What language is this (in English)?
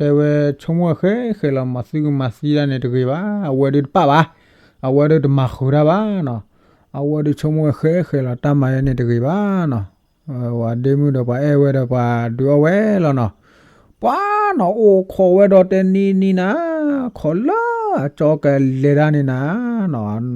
S'gaw Karen